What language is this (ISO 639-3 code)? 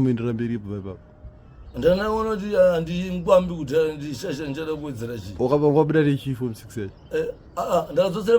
sna